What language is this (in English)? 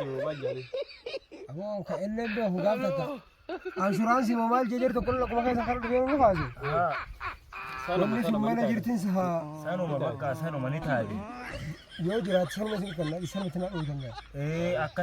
Oromo